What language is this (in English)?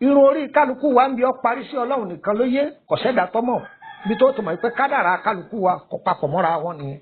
Yoruba